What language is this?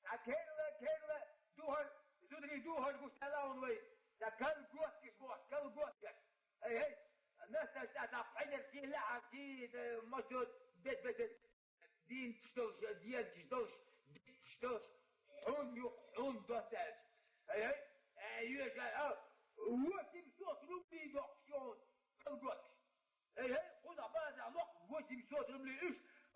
Chechen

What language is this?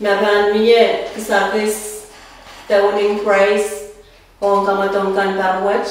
Pohnpeian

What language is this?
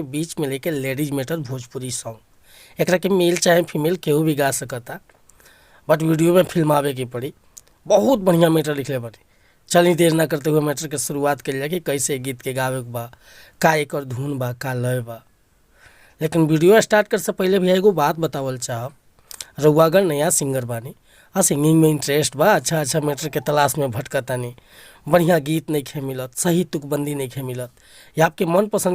Bhojpuri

